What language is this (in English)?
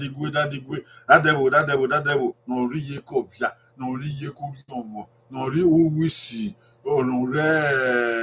Bini